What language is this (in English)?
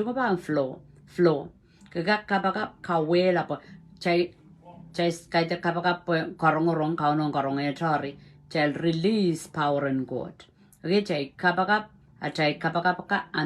Pohnpeian